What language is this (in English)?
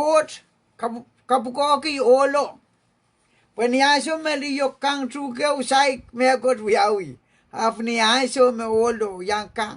Pohnpeian